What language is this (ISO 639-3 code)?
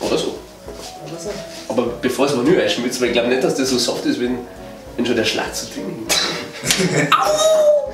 bar